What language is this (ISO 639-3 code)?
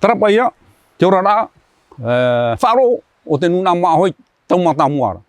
tah